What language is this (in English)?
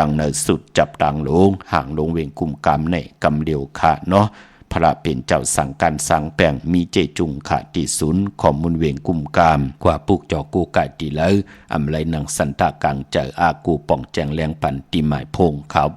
Shan